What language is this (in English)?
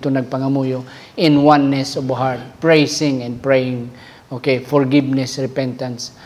Hiligaynon